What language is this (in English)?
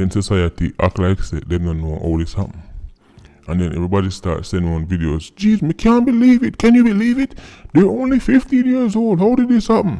Jamaican Creole English